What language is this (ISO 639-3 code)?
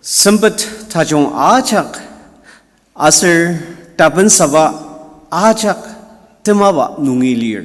njo